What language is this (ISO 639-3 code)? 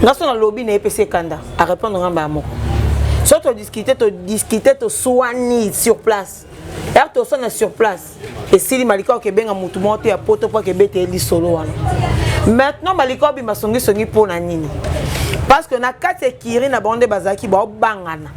lin